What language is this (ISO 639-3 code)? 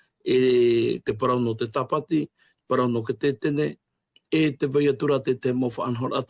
tah